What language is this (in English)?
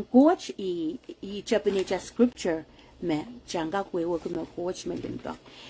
Pohnpeian